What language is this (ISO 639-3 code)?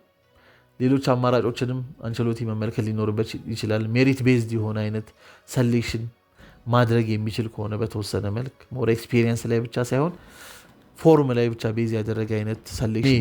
amh